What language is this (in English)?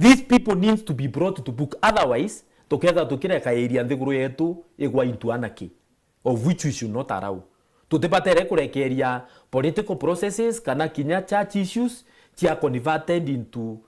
Meru